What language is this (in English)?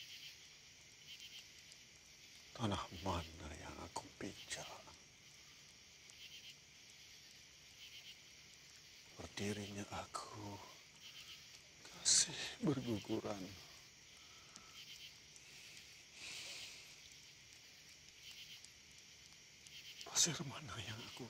Malay